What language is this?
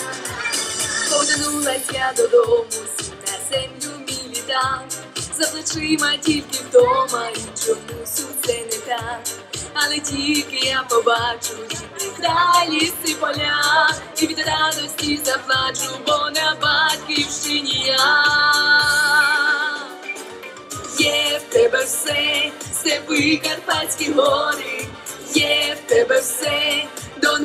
Ukrainian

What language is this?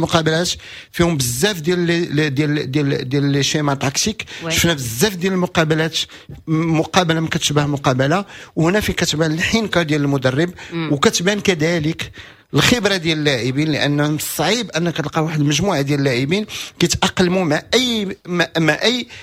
Moroccan Arabic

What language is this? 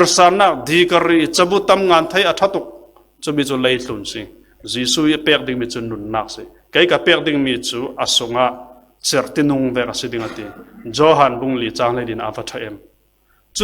Falam Chin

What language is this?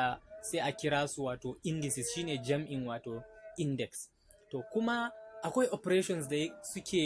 Hausa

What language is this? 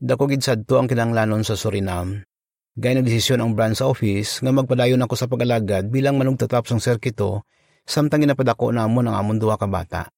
Hiligaynon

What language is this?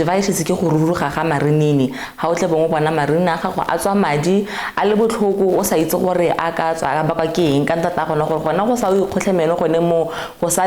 Tswana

